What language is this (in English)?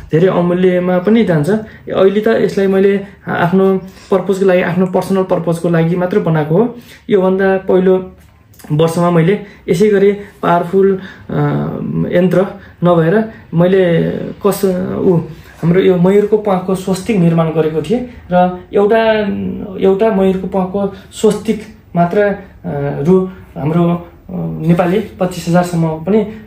Nepali